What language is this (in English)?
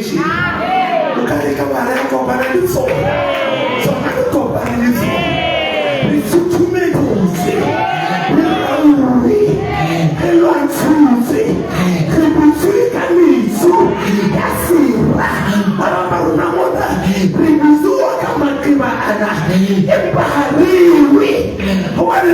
Southern Sotho